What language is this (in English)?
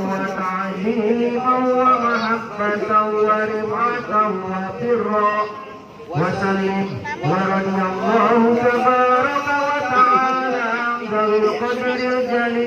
Betawi